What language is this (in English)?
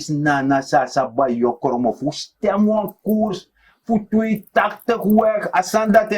Sranan Tongo